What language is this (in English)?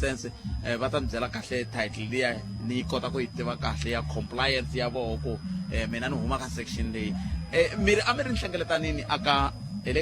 Tsonga